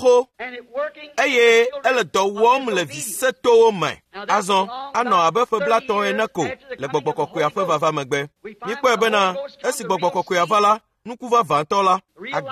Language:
Ewe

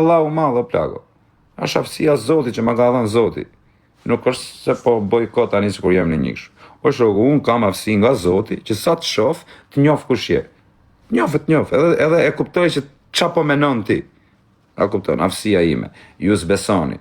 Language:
Albanian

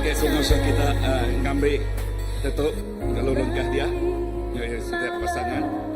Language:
Iban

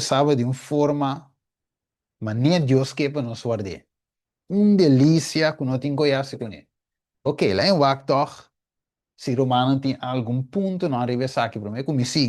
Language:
Papiamento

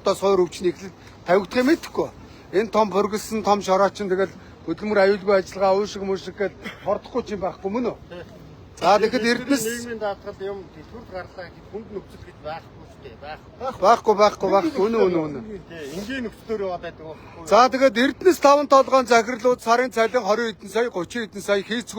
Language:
Mongolian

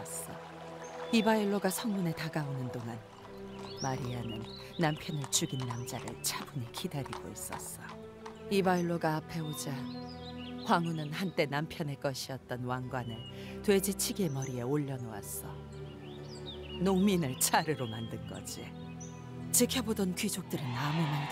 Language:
Korean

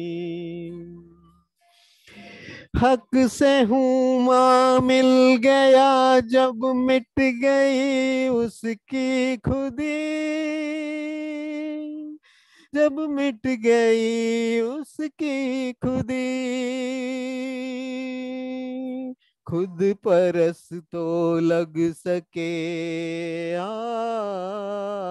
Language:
English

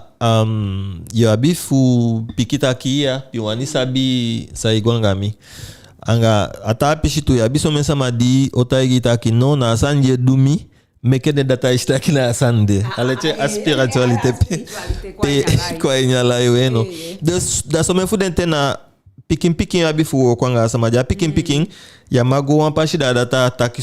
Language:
Eastern Maroon Creole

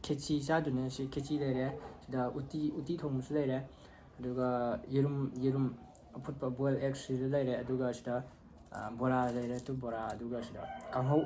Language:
Manipuri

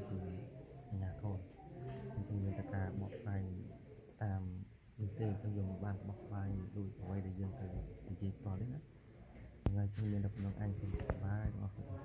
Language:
Khmer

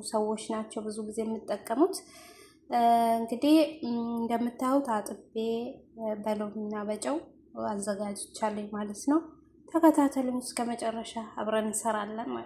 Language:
Amharic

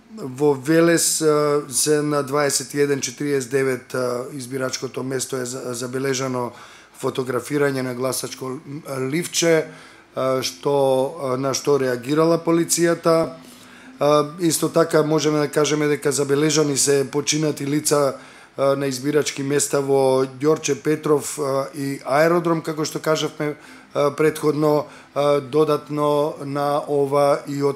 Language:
Macedonian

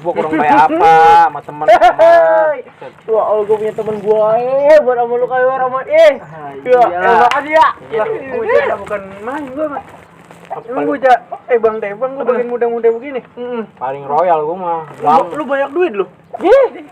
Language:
Betawi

